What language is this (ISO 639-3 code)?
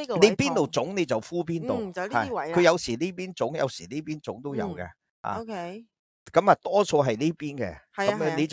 yue